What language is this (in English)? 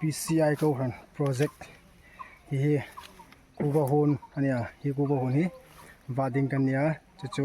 Hmar